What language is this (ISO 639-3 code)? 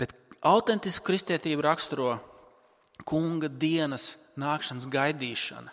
lav